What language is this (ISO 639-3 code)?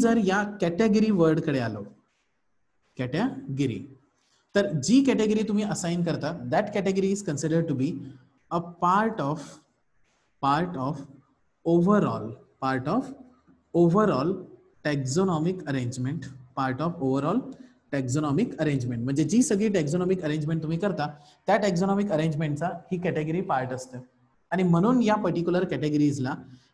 mar